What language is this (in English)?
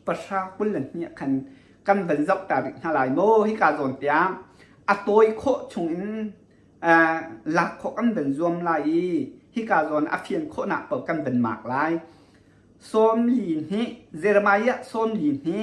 Hakha Chin